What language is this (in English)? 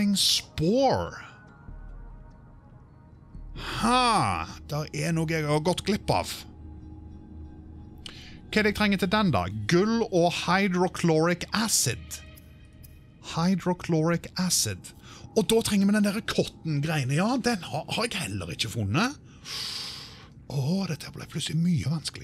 Norwegian